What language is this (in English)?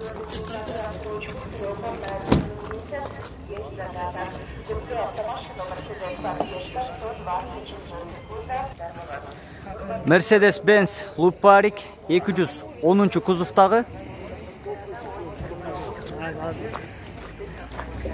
Kyrgyz